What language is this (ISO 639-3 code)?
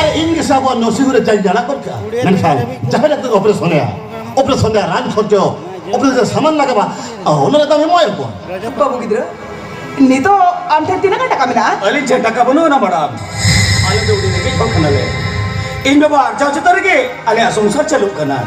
sat